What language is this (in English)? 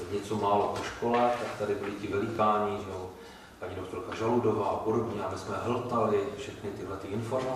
Czech